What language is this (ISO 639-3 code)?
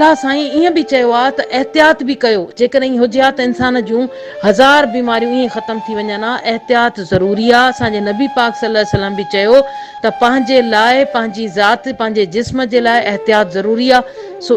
snd